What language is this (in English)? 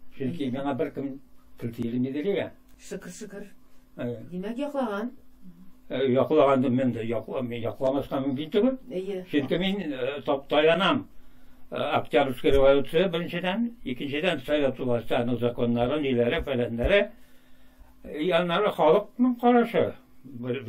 Tatar